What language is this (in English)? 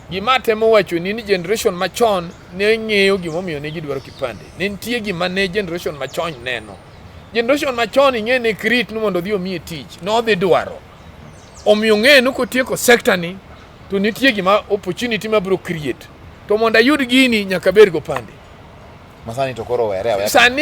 Luo (Kenya and Tanzania)